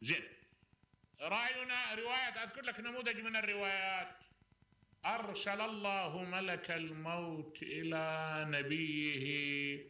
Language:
Mesopotamian Arabic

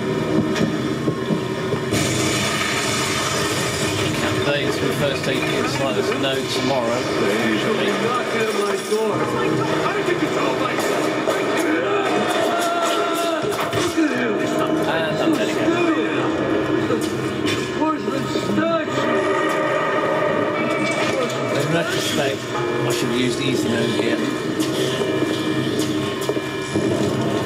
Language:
English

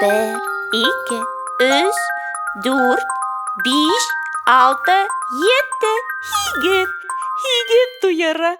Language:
Bashkir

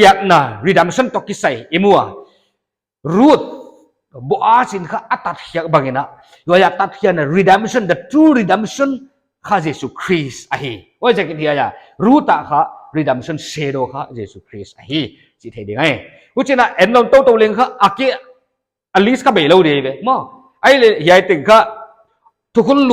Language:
Paite Chin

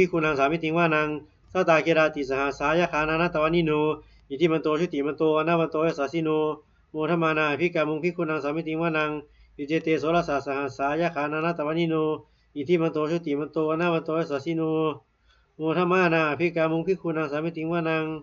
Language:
Pali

